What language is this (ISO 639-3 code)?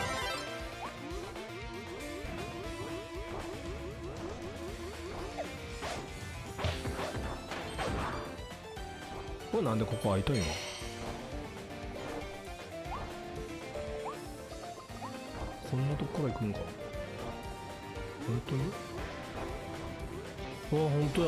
jpn